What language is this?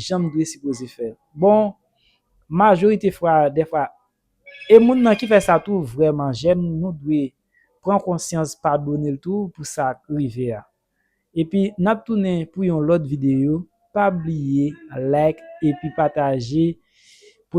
Haitian Creole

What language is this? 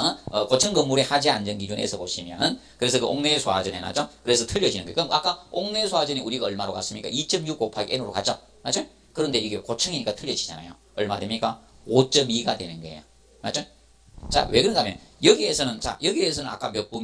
Korean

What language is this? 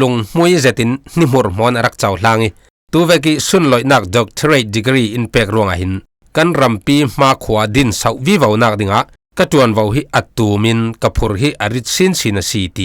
Falam Chin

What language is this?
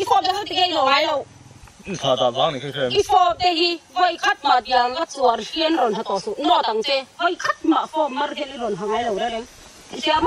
Mizo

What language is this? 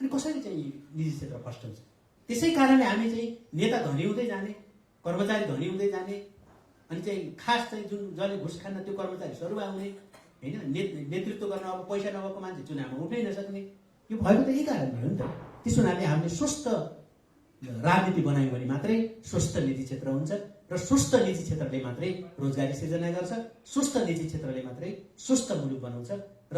Nepali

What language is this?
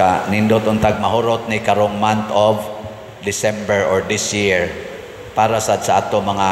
Cebuano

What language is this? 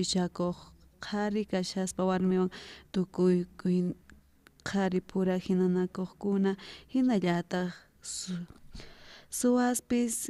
South Bolivian Quechua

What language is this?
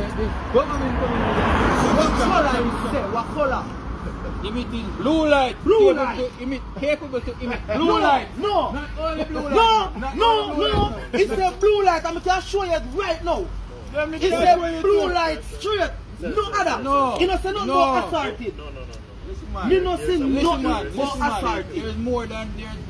Jamaican Creole English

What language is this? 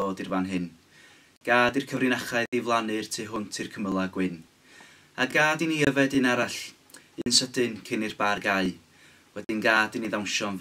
Welsh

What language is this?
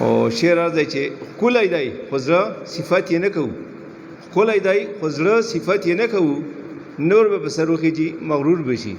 Pashto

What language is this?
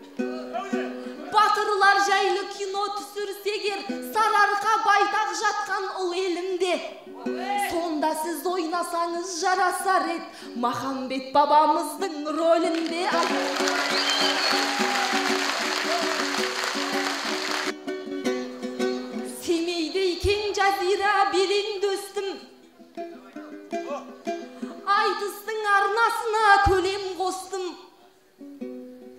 Kazakh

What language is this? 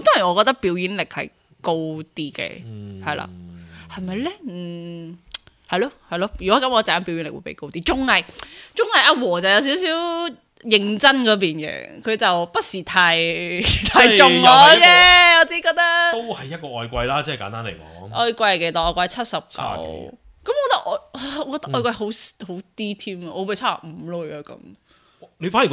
Cantonese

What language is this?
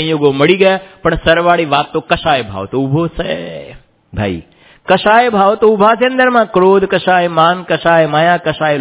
Gujarati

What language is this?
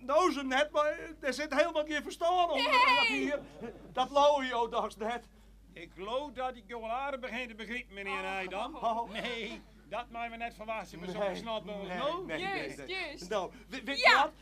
Western Frisian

